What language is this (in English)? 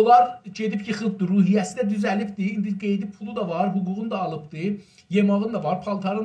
South Azerbaijani